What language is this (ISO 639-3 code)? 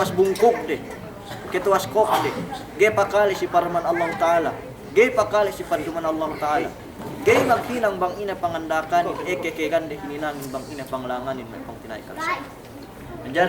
yka